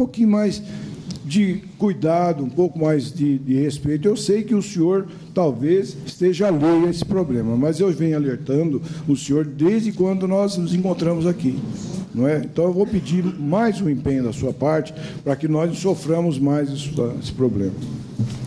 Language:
Portuguese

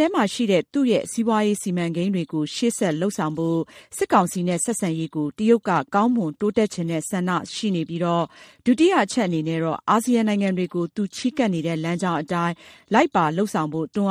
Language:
Burmese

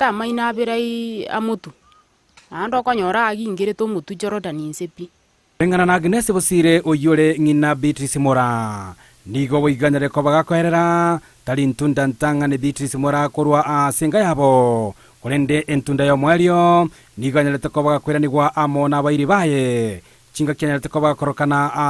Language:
Gusii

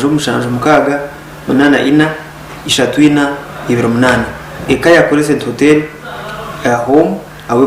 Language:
Nyankole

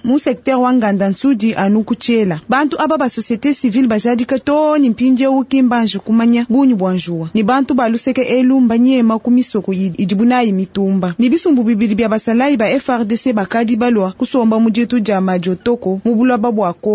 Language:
Luba-Lulua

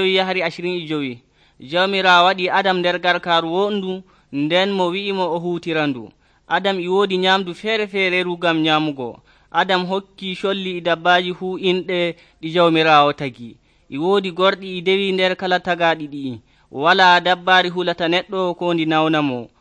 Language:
Nigerian Fulfulde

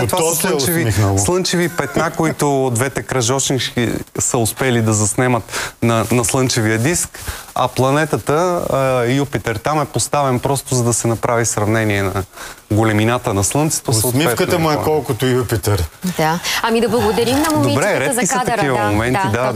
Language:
Bulgarian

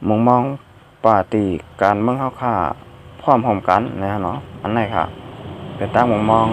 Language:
Shan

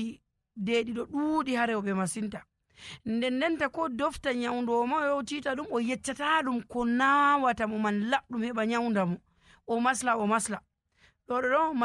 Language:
Nigerian Fulfulde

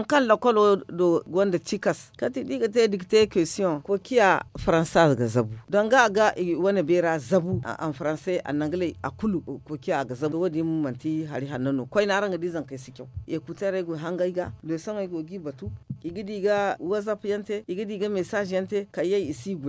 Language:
Zarma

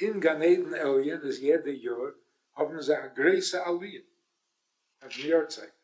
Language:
Yiddish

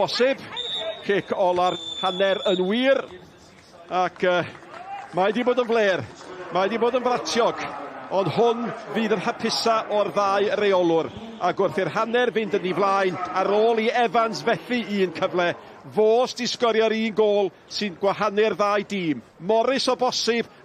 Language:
Welsh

